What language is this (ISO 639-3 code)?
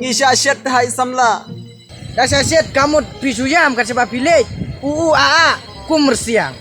kha